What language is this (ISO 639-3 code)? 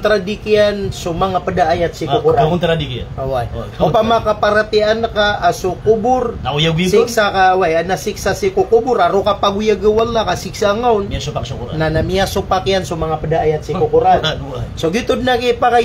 mrw